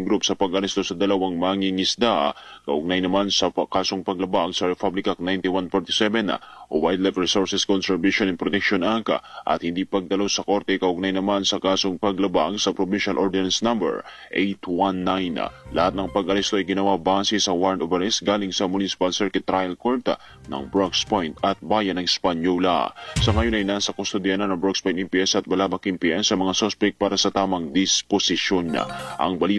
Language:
Filipino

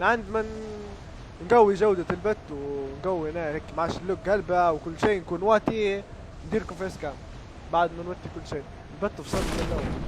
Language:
Libyan Arabic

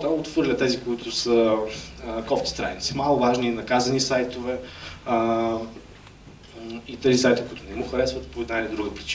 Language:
Bulgarian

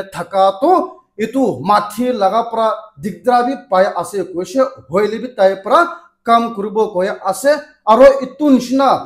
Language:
Naga Pidgin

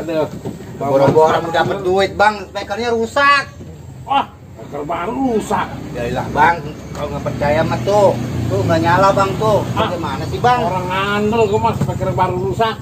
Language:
Betawi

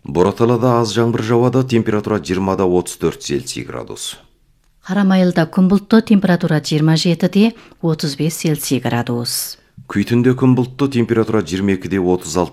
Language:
Kazakh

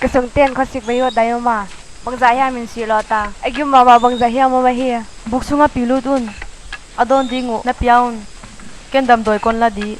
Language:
Paite Chin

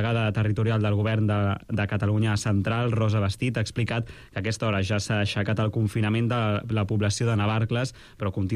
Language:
Catalan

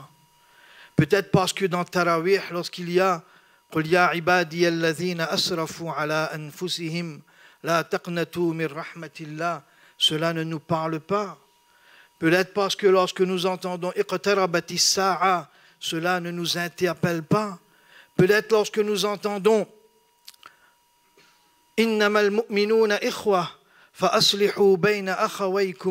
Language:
French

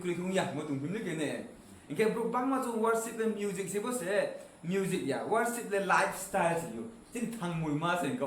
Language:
Riang (India)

